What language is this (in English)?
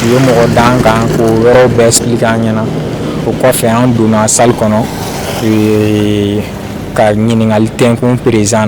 Bambara